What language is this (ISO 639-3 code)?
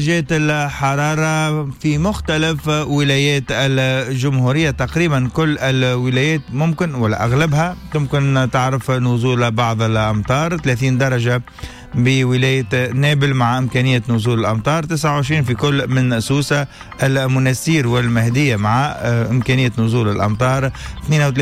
aeb